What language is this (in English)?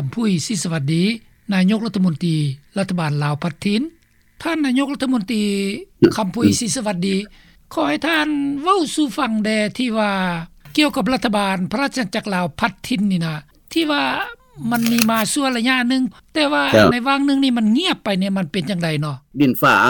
Lao